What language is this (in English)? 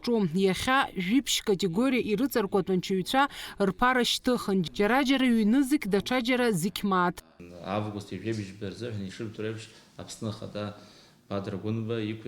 Abkhazian